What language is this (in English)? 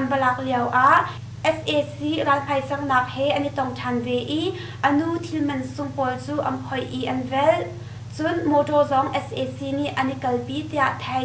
Hakha Chin